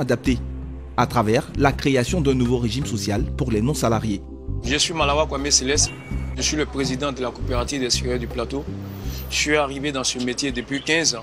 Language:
French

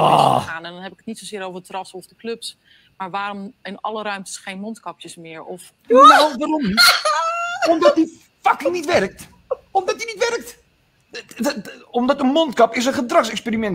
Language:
Dutch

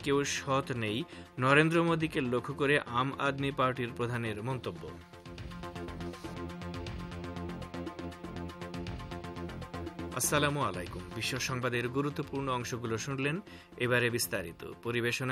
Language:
Bangla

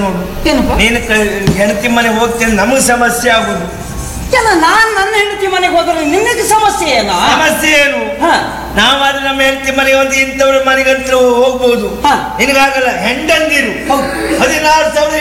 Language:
Kannada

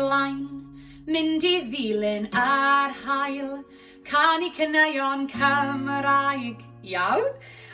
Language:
Welsh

